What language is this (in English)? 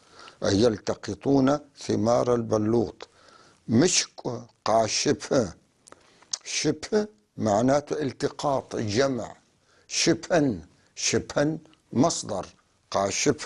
North Levantine Arabic